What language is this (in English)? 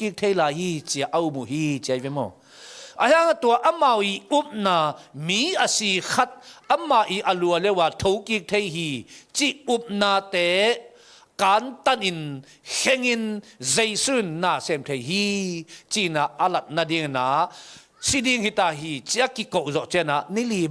Tedim Chin